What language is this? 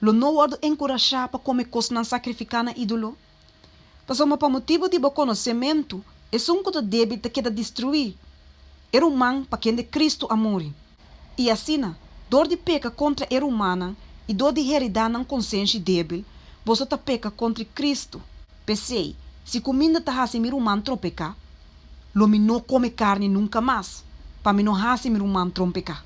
Papiamento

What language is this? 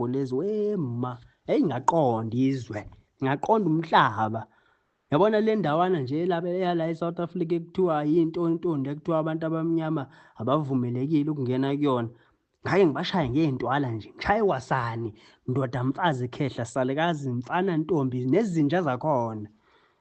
Zulu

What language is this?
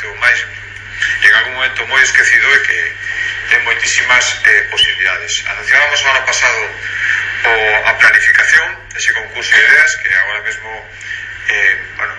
Galician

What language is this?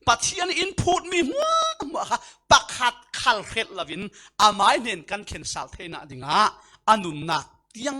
Falam Chin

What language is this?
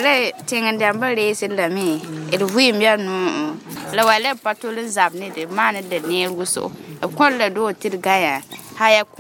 Mossi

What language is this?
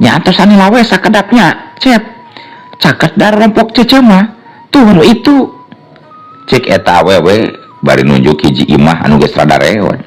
Sundanese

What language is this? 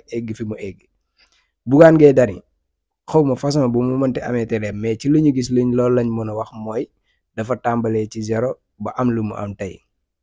Wolof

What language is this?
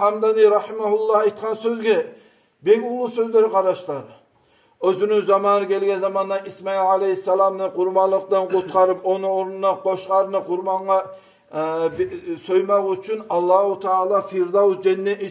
Kumyk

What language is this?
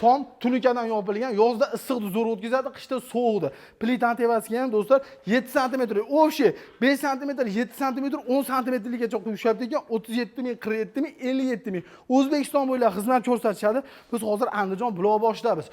Uzbek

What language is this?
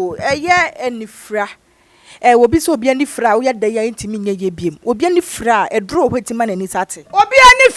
Akan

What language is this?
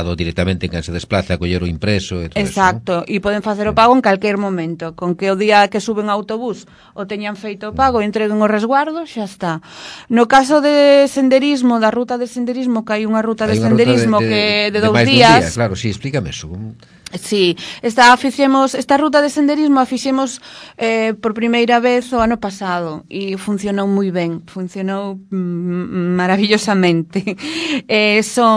Galician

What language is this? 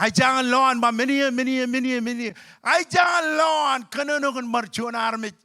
Marshallese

